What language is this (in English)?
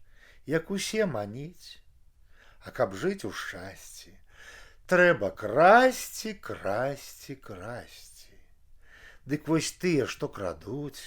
Belarusian